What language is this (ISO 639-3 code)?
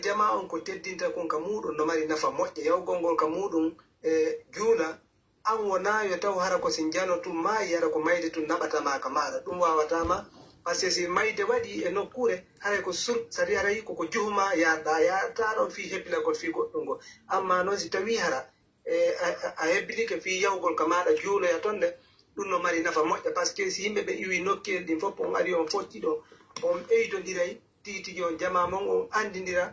fuf